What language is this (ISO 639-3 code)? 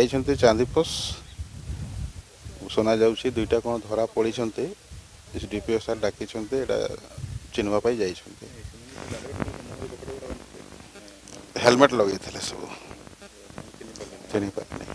ori